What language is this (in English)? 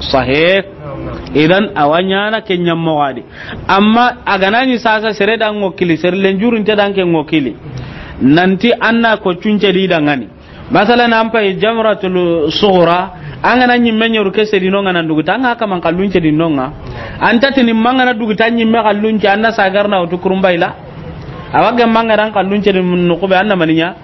Soninke